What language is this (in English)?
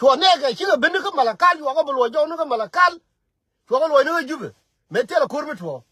Nuer